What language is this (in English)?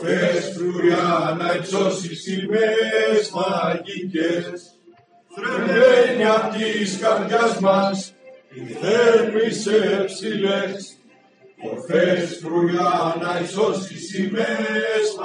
Greek